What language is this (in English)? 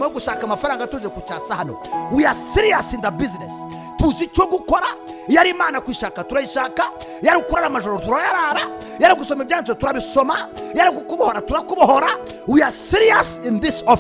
Kinyarwanda